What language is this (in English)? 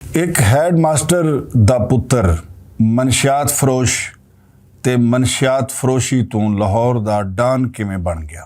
Western Panjabi